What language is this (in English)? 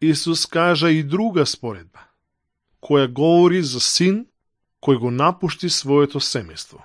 Macedonian